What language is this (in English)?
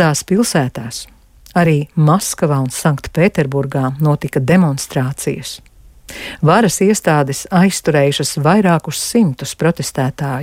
Latvian